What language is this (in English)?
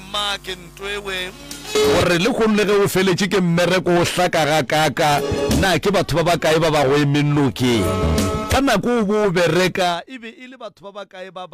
Northern Sotho